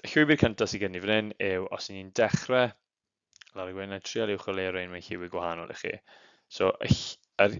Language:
Welsh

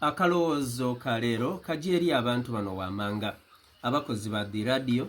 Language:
Soga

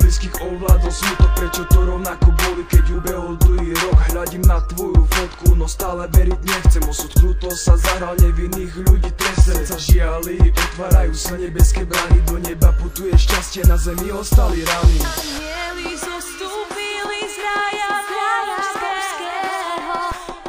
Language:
Slovak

